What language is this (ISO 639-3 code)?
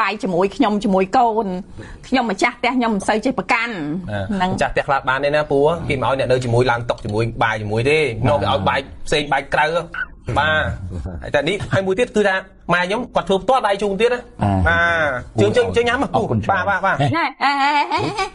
khm